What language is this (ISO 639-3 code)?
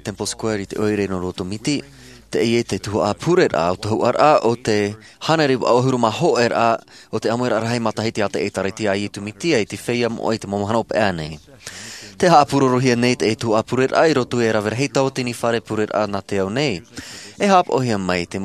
tah